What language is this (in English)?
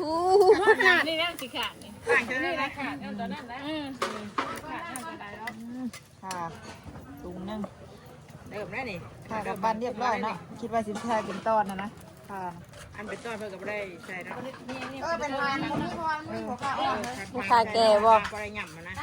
Northeastern Thai